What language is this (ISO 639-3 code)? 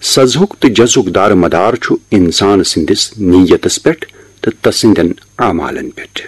kas